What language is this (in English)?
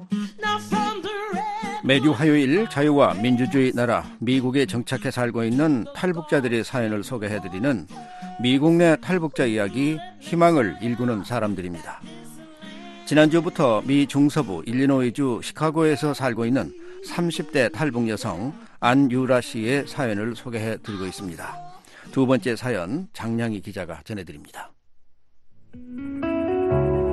Korean